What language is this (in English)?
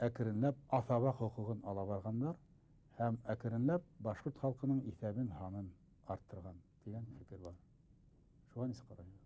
Bashkir